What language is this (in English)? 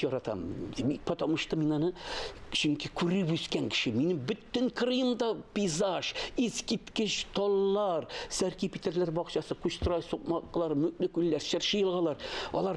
Tatar